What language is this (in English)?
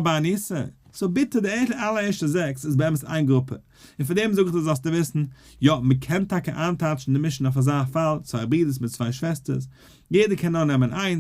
Yiddish